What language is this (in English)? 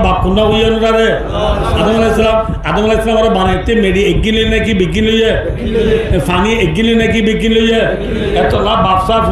Rohingya